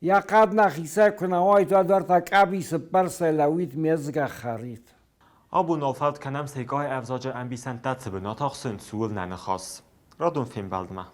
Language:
Ossetic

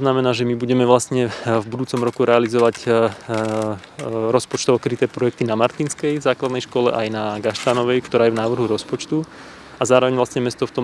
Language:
Slovak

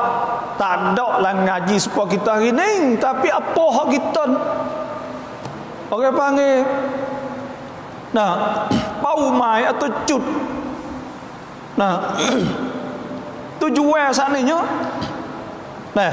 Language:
Malay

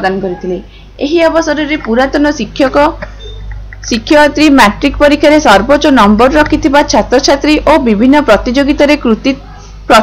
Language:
Odia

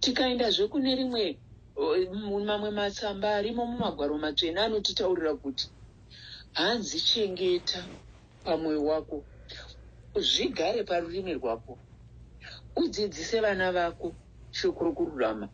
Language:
Shona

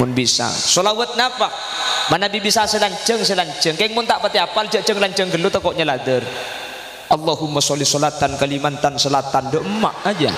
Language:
Madurese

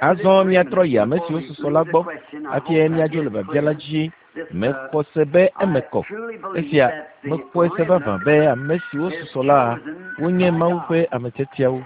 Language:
Ewe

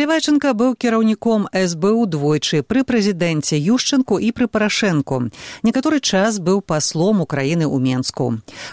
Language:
Belarusian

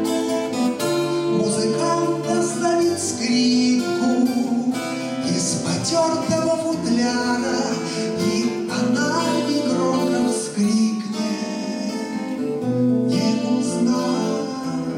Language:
Russian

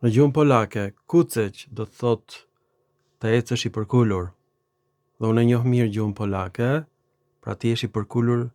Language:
Albanian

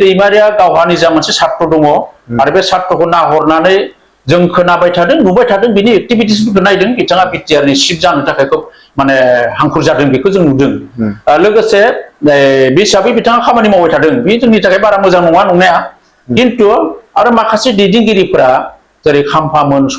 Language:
Bodo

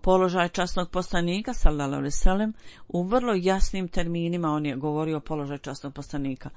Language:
Bosnian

